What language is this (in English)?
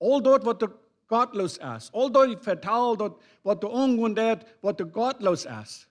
Plautdietsch